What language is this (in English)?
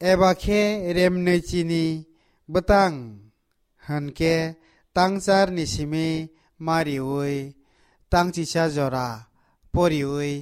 Kok Borok